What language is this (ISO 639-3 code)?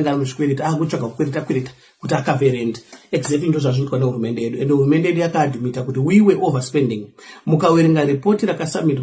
sna